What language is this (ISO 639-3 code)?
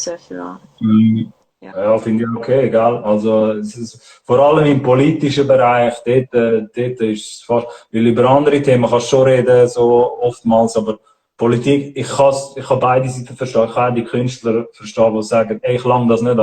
gsw